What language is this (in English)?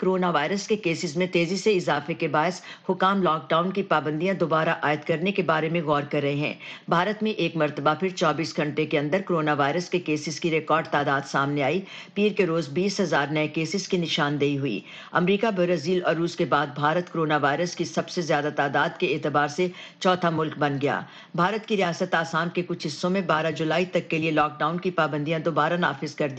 Urdu